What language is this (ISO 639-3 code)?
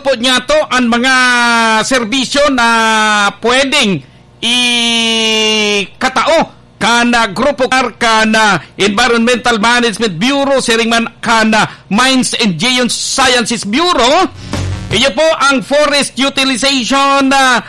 bik